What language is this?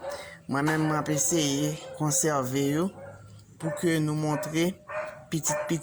Haitian Creole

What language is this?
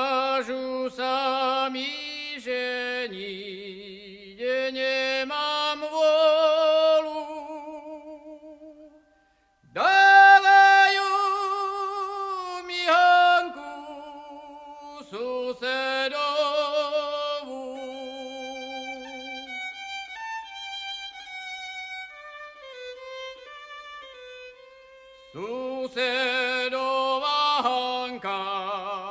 Slovak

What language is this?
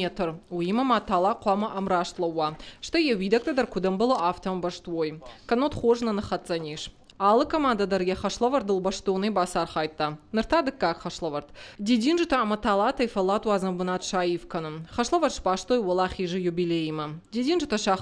Ossetic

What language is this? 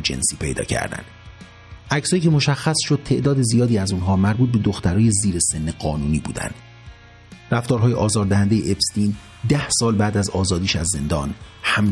Persian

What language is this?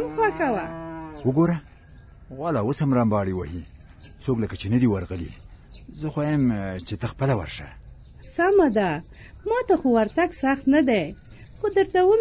Pashto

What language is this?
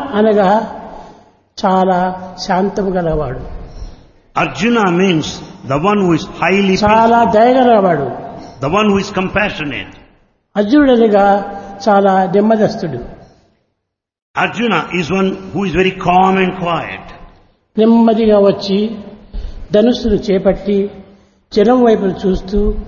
Telugu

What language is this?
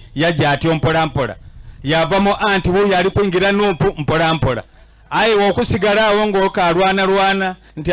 Soga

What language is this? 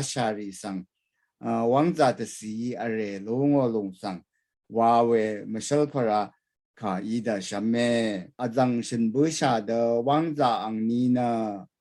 Rawang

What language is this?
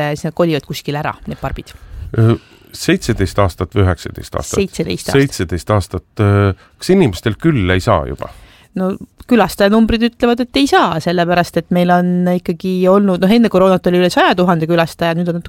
Estonian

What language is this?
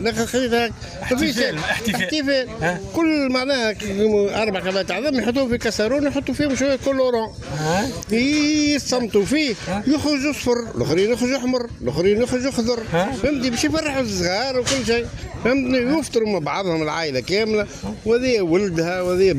Tunisian Arabic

